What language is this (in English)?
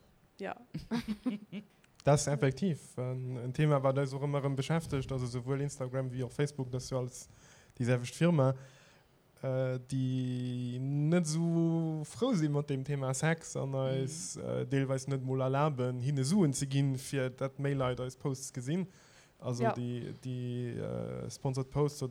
Luxembourgish